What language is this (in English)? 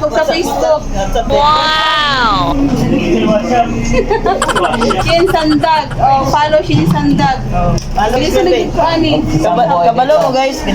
Cebuano